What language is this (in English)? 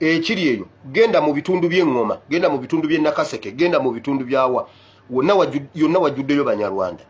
Ganda